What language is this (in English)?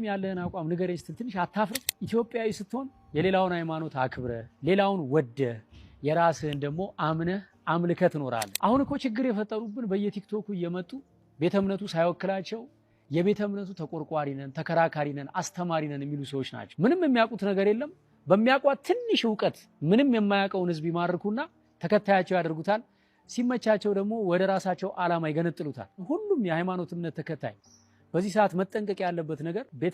Amharic